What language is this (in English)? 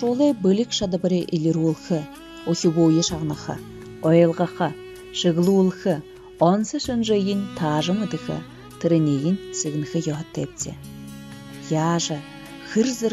Buriat